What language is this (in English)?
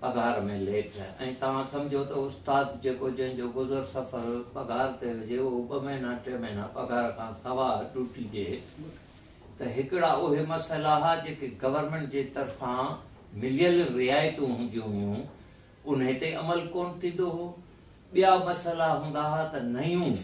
Sindhi